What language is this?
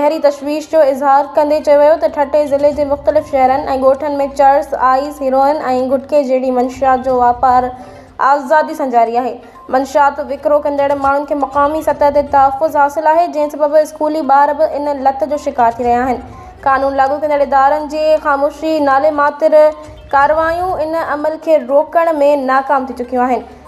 Sindhi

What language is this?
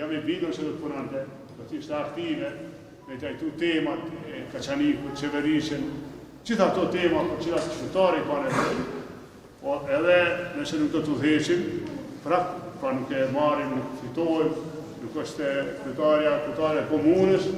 Albanian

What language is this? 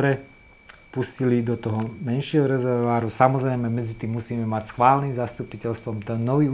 Slovak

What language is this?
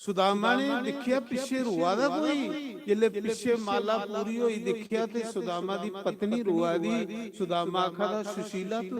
Dogri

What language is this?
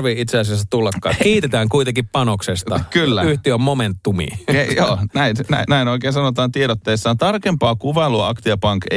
Finnish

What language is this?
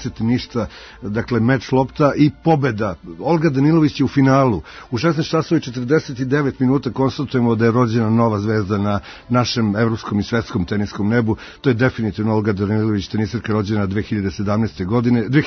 Serbian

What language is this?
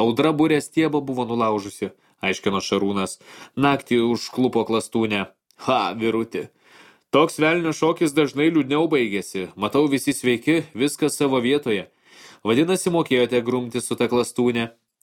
Lithuanian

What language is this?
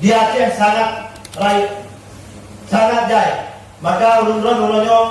Achinese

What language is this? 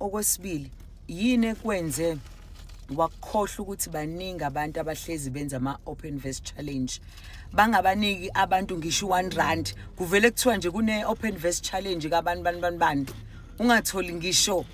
Zulu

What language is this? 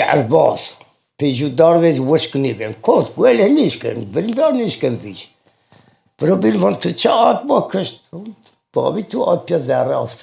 Zaza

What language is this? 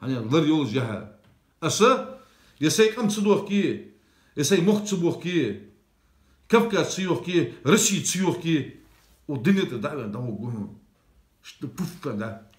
Ingush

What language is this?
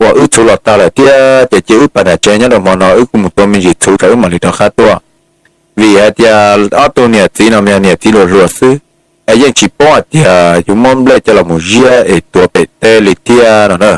Hmong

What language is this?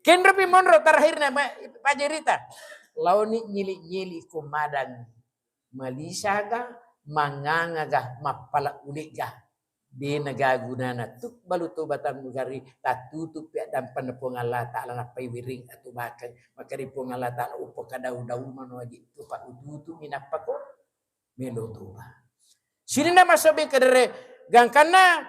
Buginese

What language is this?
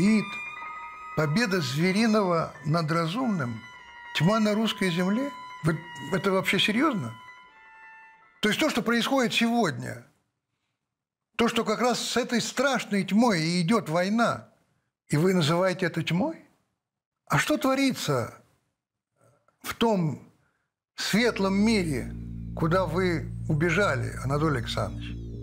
Russian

